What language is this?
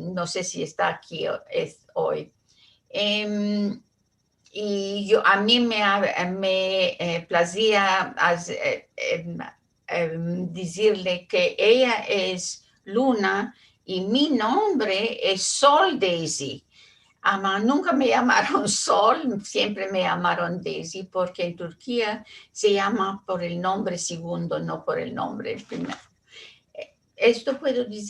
Ladino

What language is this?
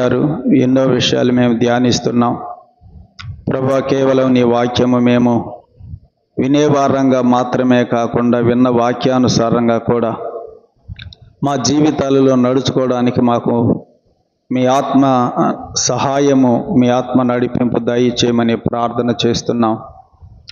Telugu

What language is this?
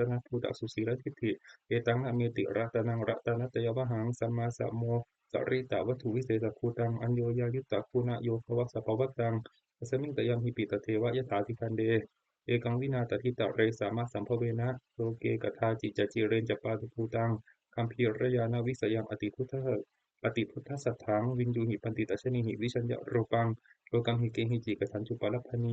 Pali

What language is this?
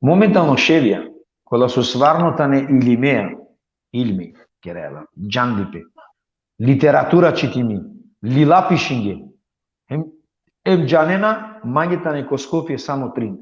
Balkan Romani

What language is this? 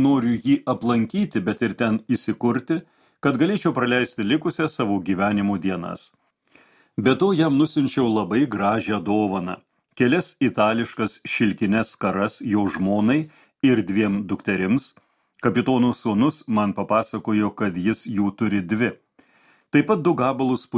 Lithuanian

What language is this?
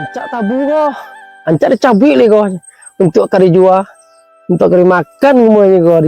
Minangkabau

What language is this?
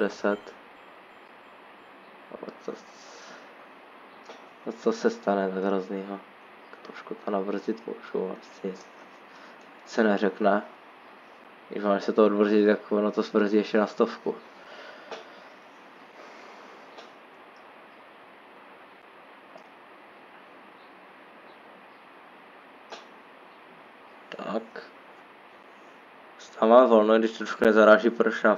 Czech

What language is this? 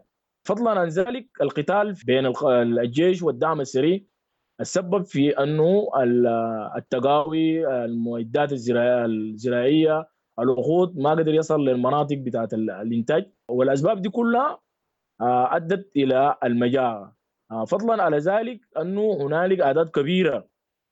Sudanese Arabic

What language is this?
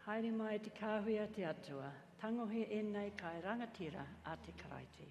Māori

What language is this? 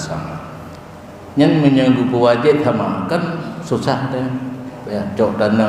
Achinese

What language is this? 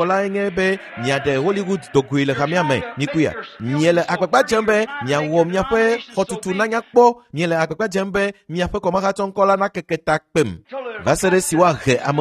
Ewe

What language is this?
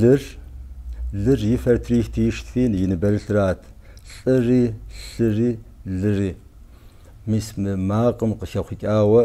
Kabardian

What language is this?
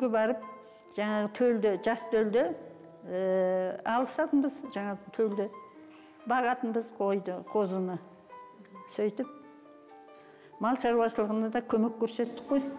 Kazakh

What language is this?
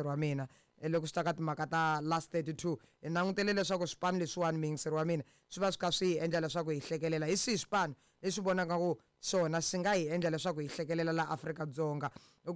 Tsonga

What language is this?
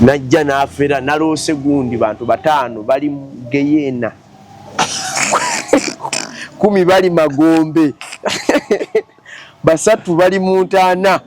Ganda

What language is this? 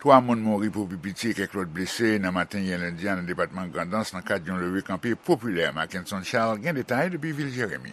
Haitian Creole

